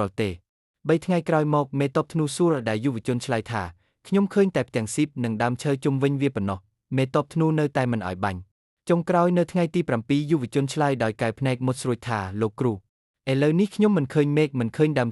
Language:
Khmer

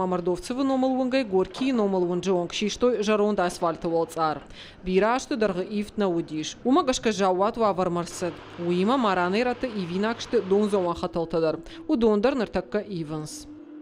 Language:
Ossetic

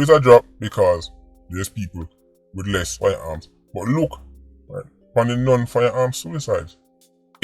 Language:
Jamaican Creole English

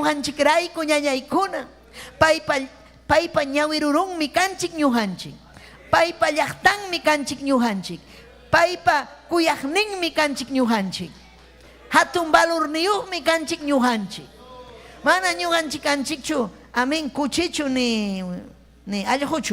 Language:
Ayacucho Quechua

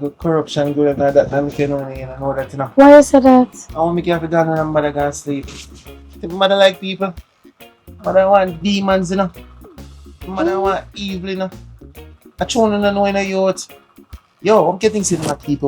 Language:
Jamaican Creole English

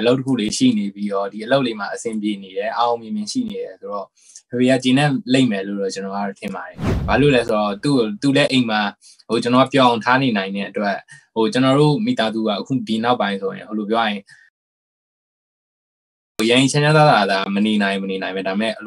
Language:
Burmese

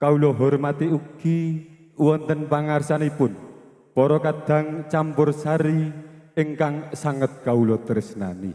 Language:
Javanese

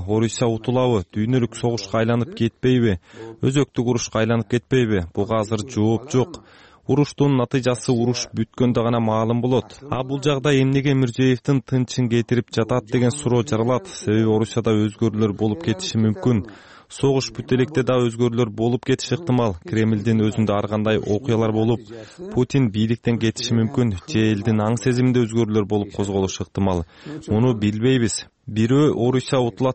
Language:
Kyrgyz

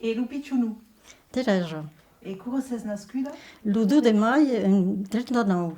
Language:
Occitan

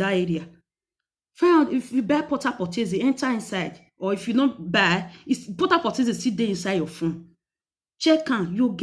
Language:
Nigerian Pidgin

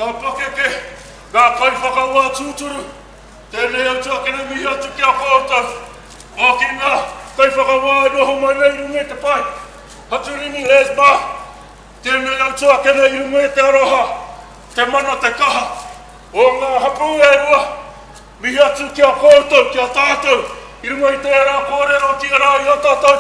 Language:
Māori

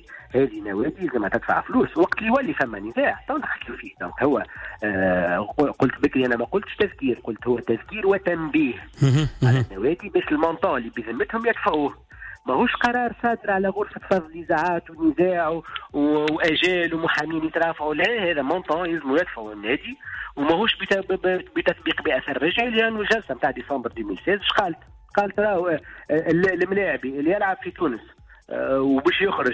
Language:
Tunisian Arabic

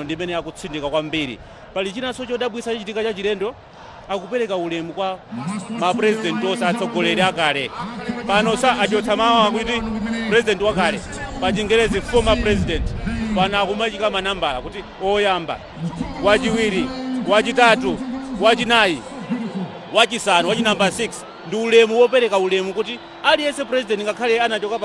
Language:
Nyanja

